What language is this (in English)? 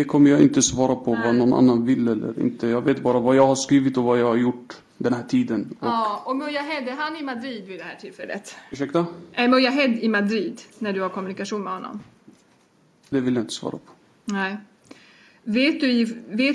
Swedish